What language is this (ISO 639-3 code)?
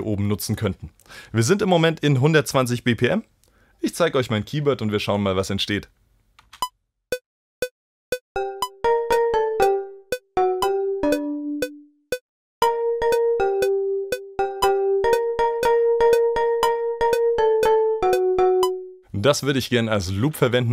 deu